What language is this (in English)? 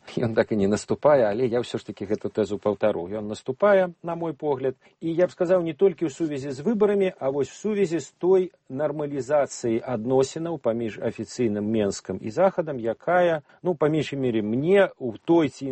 Belarusian